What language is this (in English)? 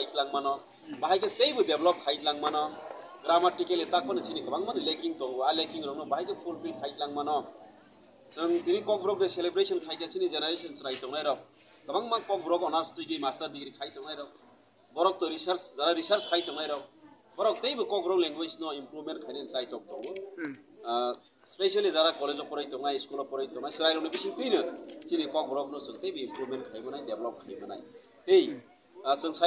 Kok Borok